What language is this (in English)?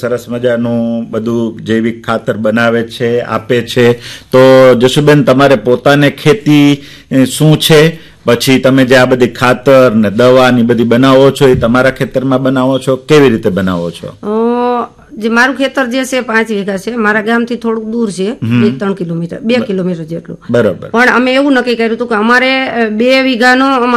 Gujarati